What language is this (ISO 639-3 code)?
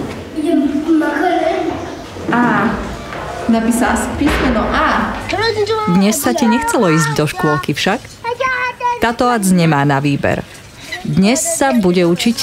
slk